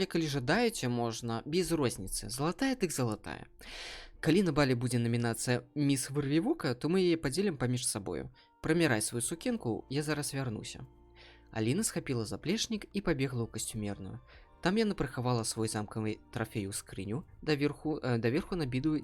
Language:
Belarusian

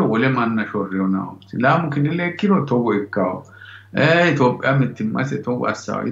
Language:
Sidamo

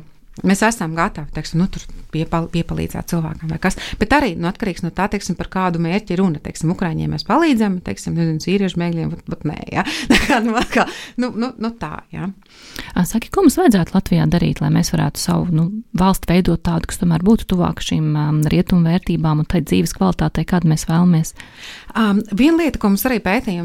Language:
Latvian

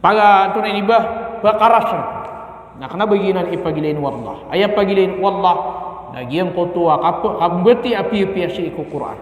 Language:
Maranao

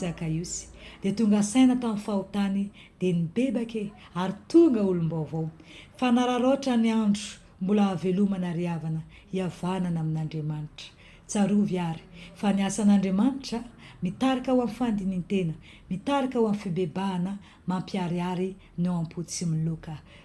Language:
Malagasy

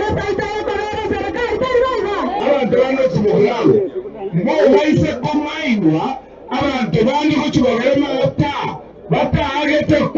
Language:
Gusii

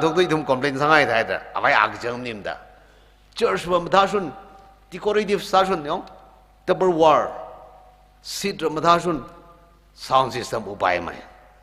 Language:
Tangkhul Naga (India)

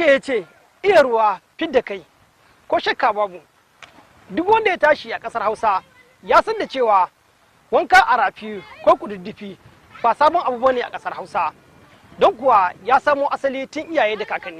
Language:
Hausa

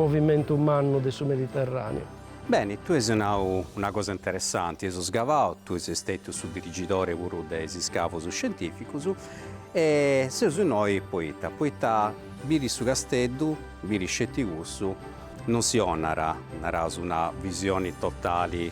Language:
Sardinian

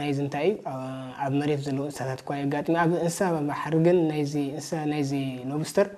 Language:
Tigrinya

